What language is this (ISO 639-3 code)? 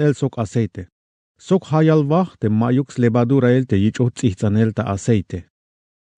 tzh